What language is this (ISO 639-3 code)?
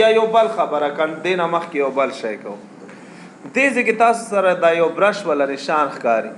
pus